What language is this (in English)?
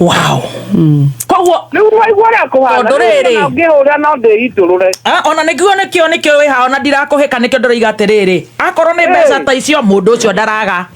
Kikuyu